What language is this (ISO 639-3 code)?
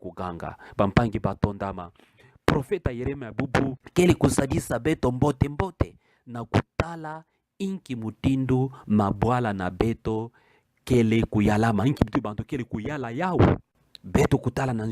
ktu